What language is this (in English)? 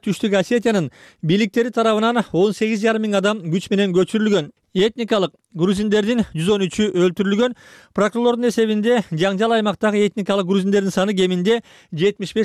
Kyrgyz